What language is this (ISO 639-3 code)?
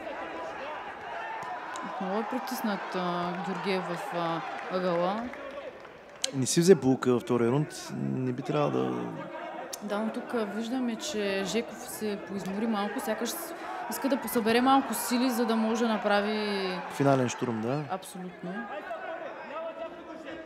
bul